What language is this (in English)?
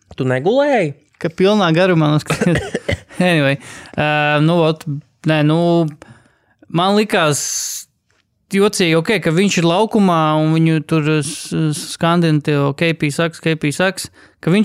Latvian